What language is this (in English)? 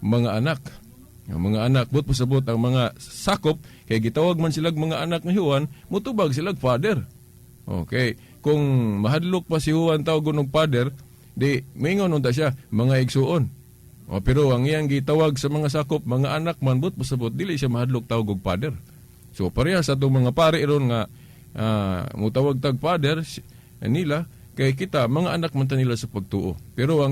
Cebuano